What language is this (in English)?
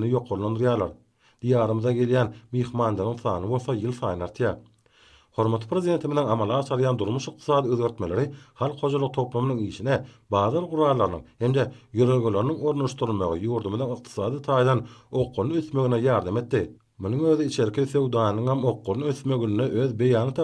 Turkmen